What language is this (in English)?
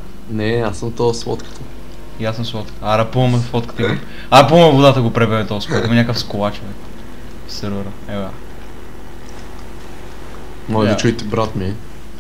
Bulgarian